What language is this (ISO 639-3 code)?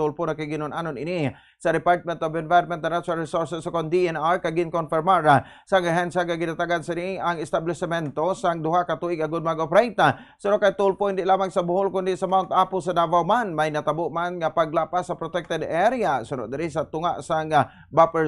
hil